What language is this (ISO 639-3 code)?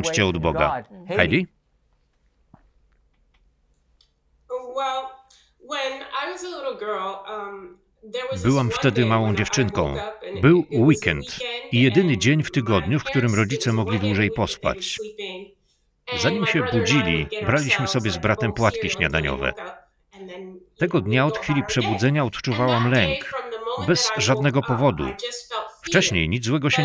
pol